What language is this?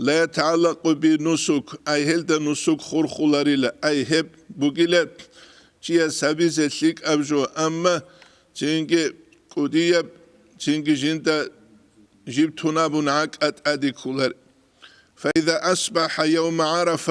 Avaric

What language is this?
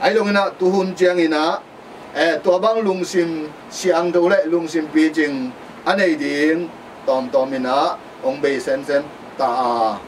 Tedim Chin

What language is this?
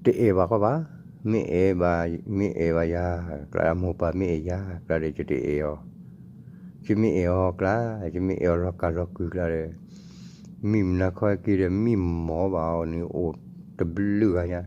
S'gaw Karen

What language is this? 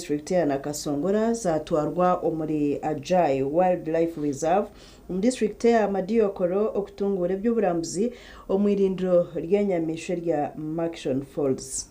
Nyankole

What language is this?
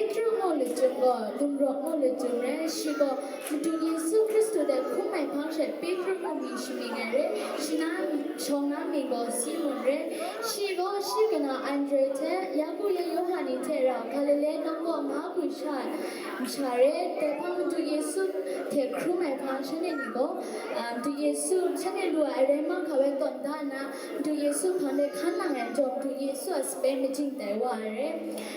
Kachin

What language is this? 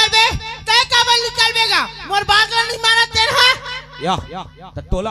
Chhattisgarhi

